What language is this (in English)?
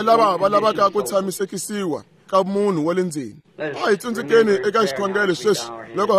Tsonga